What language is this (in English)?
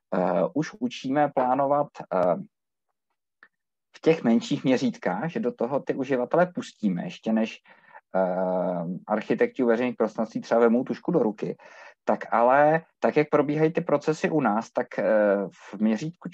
Czech